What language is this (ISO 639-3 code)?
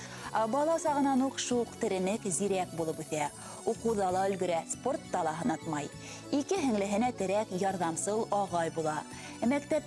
bak